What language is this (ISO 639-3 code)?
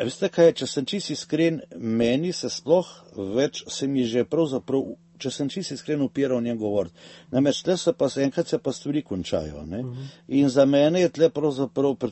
slv